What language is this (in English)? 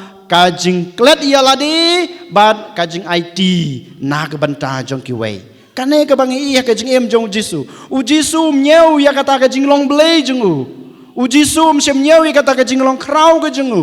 Khasi